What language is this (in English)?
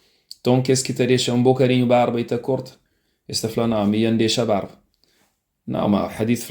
Kabuverdianu